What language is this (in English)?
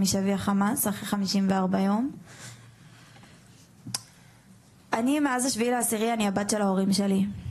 Hebrew